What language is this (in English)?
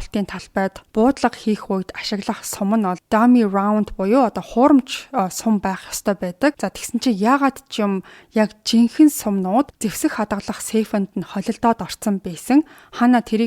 Mongolian